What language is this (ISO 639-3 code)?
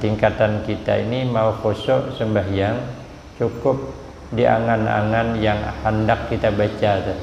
bjn